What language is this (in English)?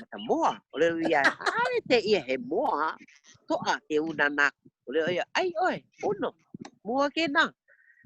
Hawaiian